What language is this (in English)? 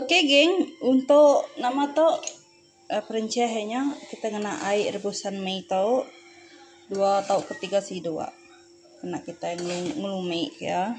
Iban